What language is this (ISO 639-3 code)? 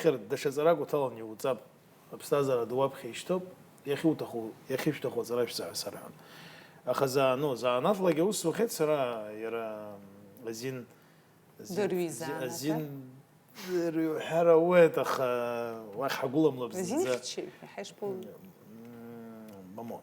abk